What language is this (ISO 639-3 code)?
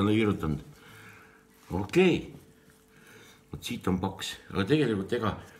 est